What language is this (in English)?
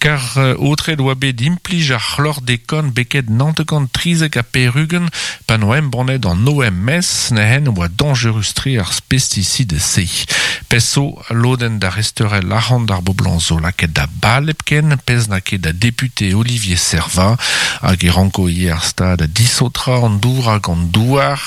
Breton